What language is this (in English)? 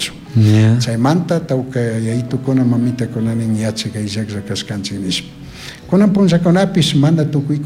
Chimborazo Highland Quichua